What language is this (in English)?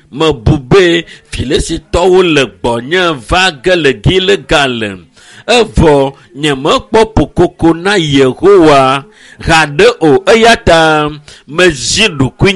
Ewe